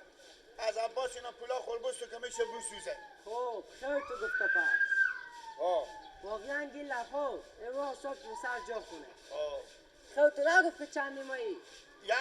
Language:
Persian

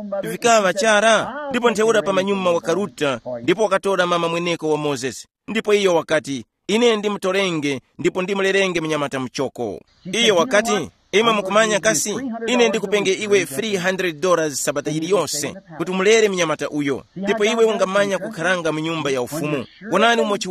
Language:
Tumbuka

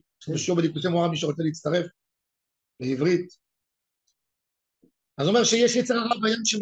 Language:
Hebrew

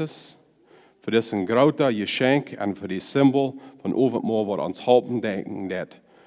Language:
Plautdietsch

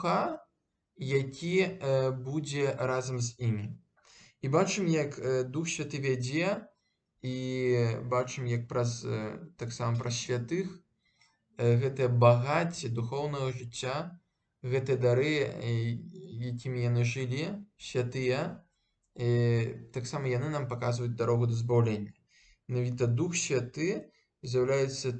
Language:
Belarusian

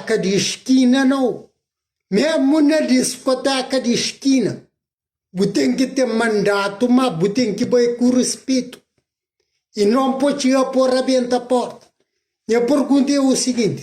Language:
Kabuverdianu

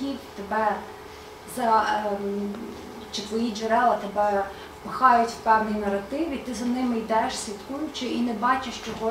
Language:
Ukrainian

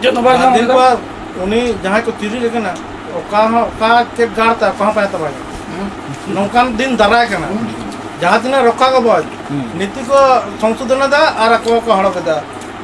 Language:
Santali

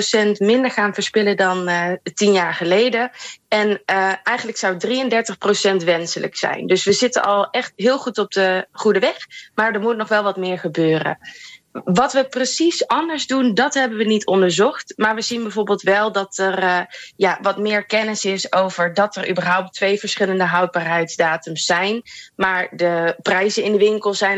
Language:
Dutch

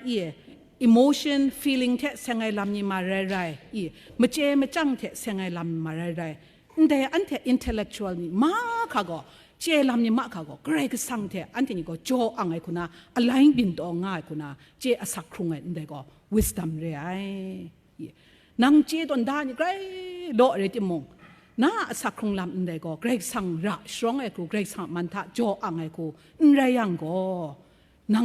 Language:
Kachin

